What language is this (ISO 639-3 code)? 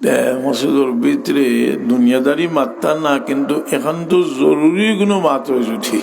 syl